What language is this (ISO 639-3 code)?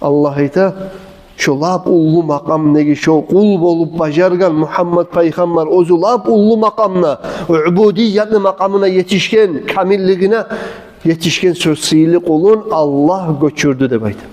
kum